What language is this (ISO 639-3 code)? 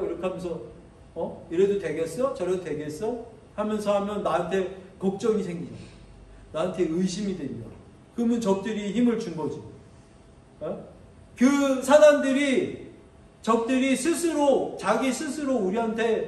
kor